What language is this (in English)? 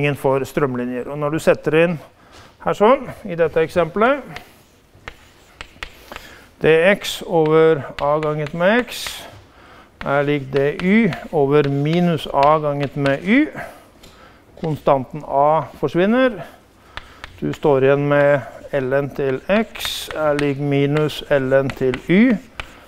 Norwegian